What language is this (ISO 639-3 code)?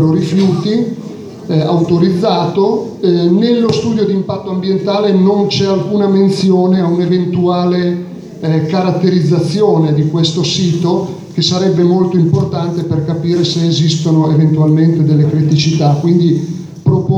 ita